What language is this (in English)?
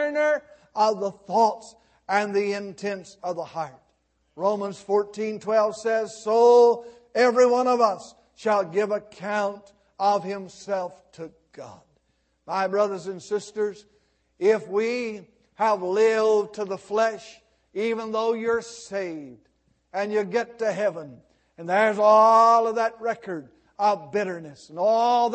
English